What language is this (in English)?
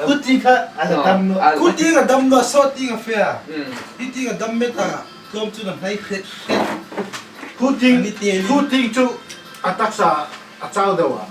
Hmar